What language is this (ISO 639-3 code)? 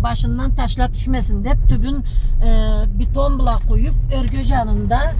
krc